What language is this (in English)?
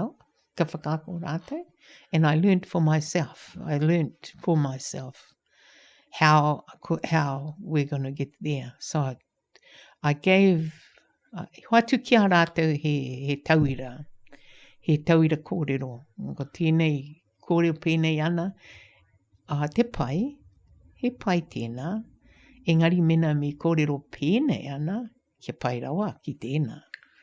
Māori